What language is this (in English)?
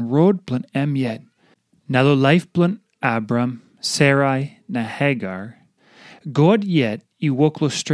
Tok Pisin